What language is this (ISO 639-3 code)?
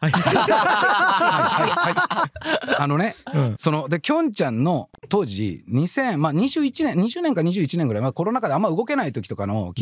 jpn